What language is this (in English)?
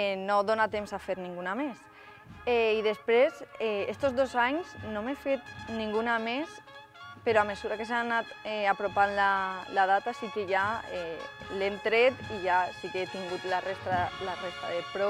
Catalan